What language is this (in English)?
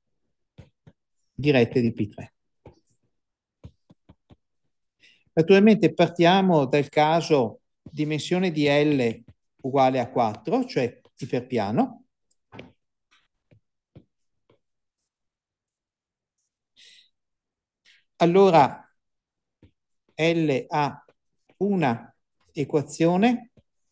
Italian